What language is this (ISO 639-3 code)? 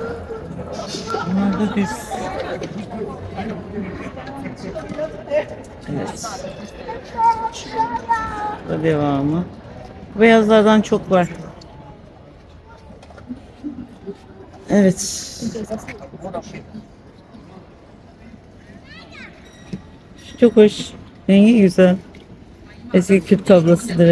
tur